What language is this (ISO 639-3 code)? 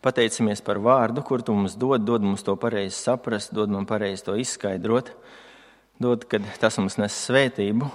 lav